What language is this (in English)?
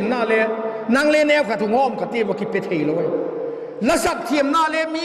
Vaiphei